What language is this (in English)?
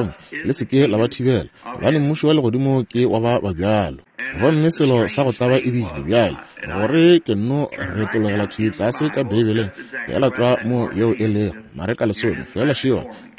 Northern Sotho